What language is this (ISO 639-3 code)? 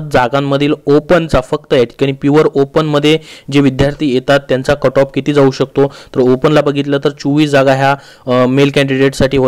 mar